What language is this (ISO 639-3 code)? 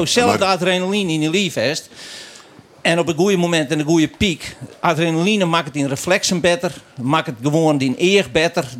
fry